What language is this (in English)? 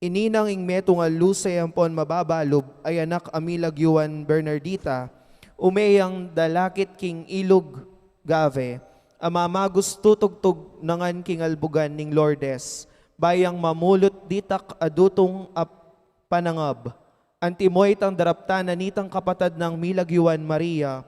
Pampanga